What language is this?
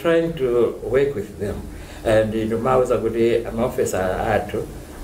Nyanja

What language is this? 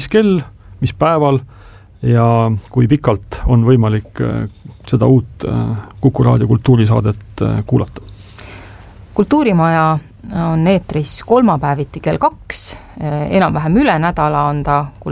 Estonian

